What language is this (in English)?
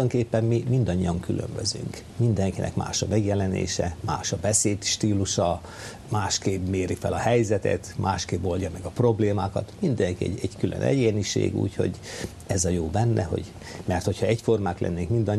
Hungarian